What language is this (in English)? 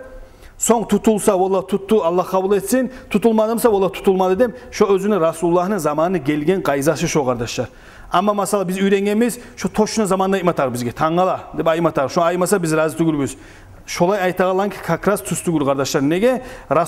Kumyk